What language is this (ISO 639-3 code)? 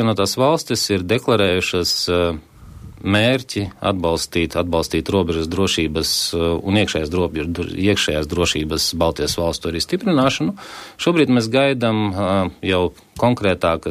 lav